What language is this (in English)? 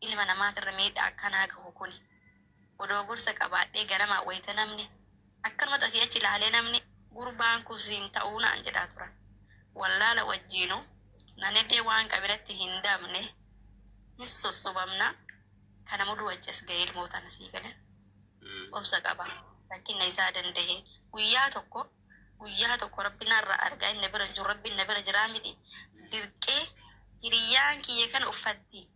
Oromo